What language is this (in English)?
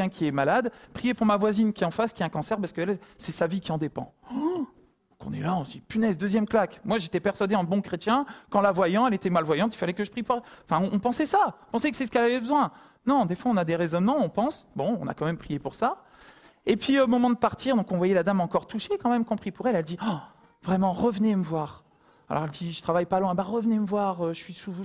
French